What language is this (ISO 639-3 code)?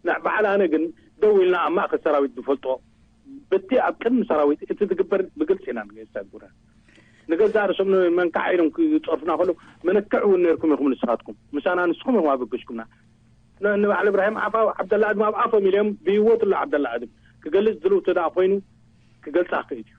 tir